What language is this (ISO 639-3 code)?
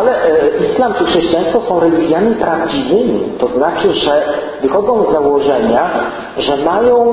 pol